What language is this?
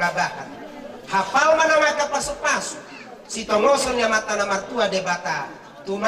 Batak Toba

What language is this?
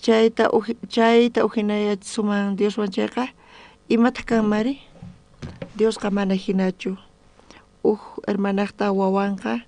South Bolivian Quechua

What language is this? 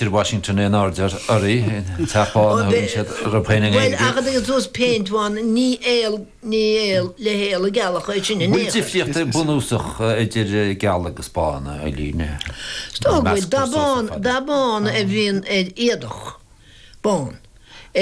Irish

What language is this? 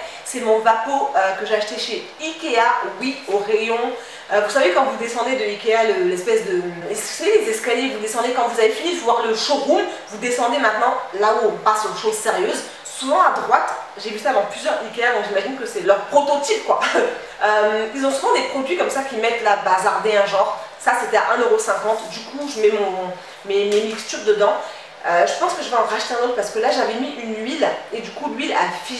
French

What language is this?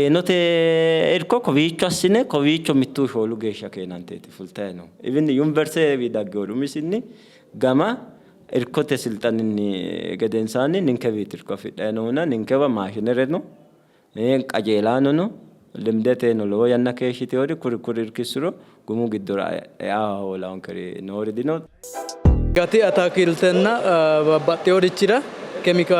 Sidamo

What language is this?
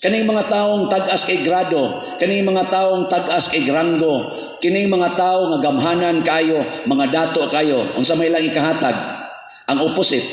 Cebuano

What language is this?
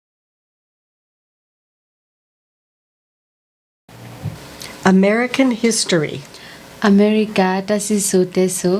S'gaw Karen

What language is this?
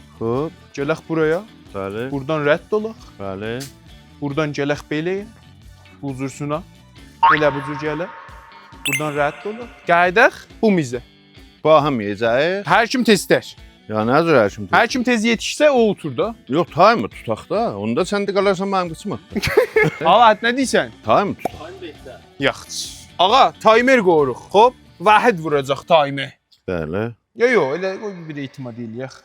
South Azerbaijani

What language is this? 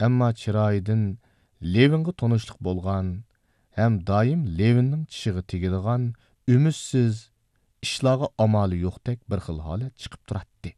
Uyghur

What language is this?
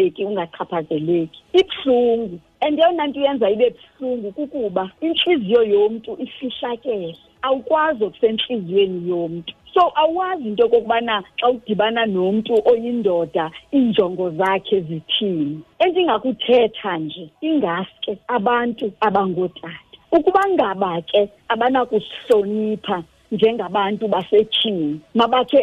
Xhosa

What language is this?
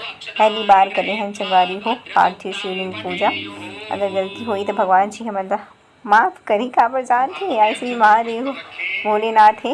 Chhattisgarhi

